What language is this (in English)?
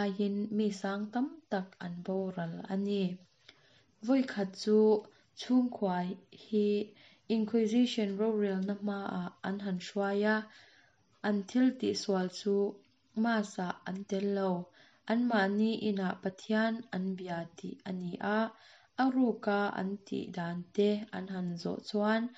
Mizo